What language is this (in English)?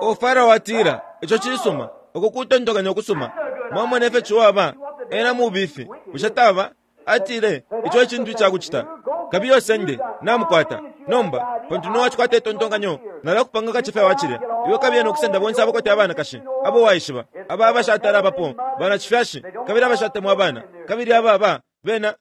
Bemba